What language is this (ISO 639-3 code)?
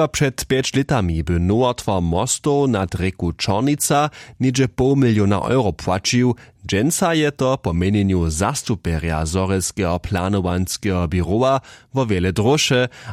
hsb